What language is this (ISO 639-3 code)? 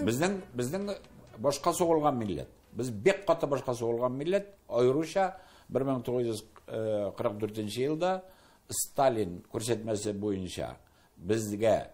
tat